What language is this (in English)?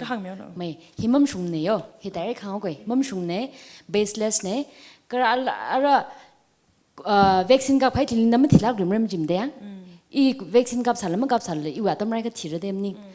Tangkhul Naga (India)